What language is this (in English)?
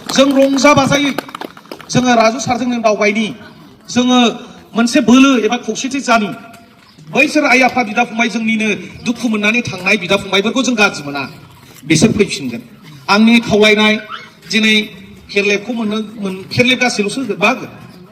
Bodo